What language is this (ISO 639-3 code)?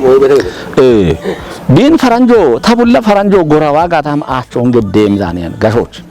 kbr